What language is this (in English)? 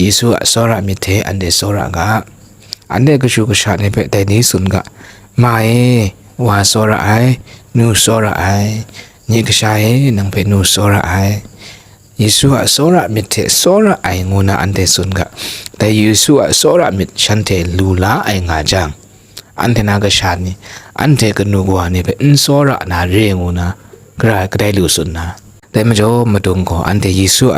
Kachin